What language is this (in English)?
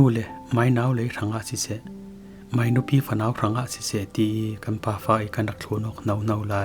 Falam Chin